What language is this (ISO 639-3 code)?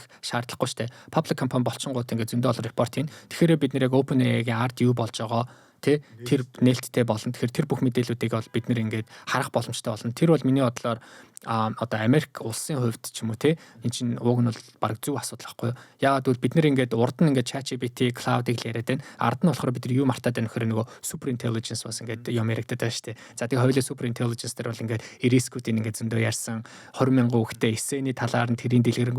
mon